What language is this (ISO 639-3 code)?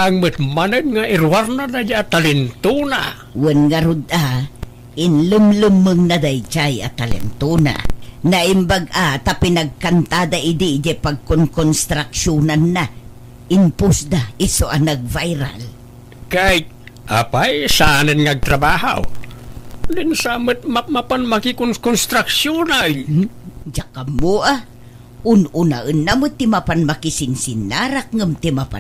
ilo